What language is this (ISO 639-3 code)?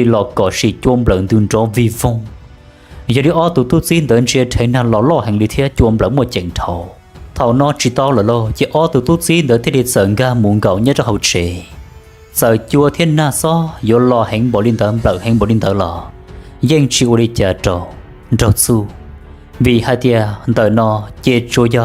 hmn